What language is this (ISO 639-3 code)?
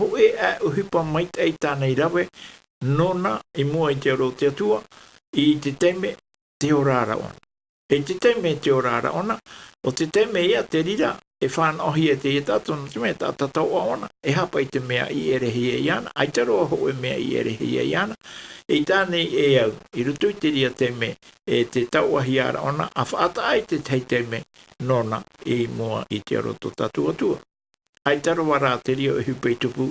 tah